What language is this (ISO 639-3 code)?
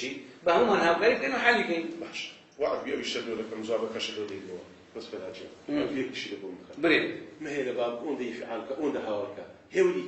ckb